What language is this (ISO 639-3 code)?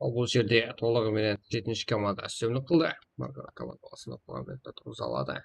kaa